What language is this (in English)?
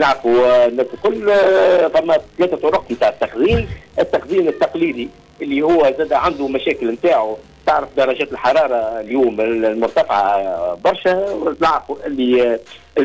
Tunisian Arabic